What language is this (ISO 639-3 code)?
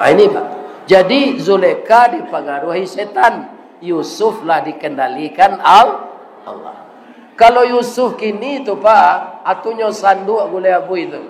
min